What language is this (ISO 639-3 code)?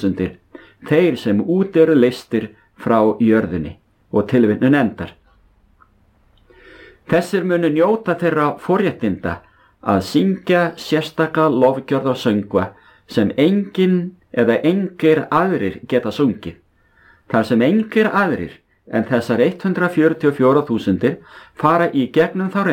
isl